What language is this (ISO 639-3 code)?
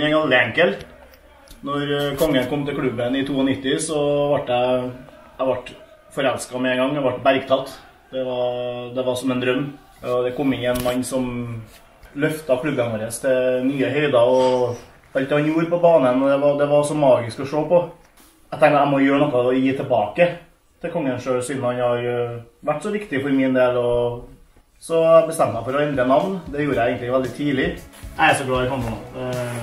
nor